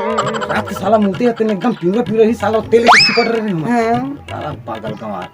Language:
Chhattisgarhi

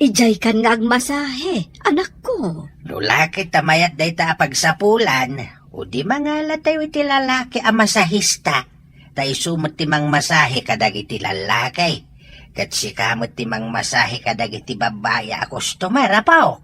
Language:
Iloko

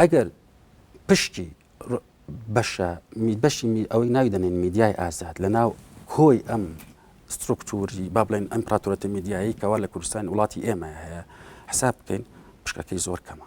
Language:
Central Kurdish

